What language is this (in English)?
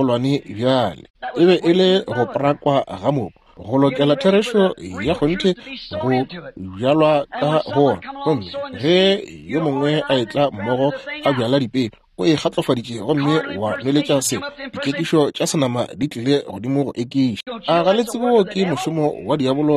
Northern Sotho